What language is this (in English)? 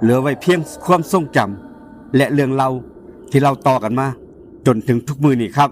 Northeastern Thai